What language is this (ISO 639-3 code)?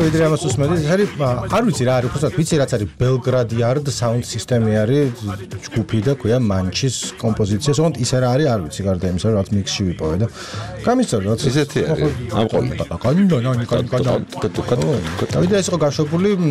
kat